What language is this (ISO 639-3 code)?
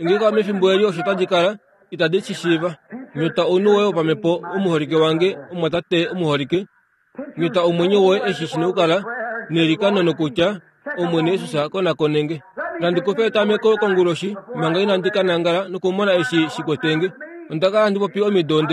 kua